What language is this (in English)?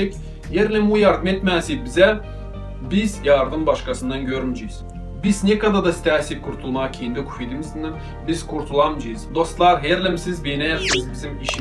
Gagauz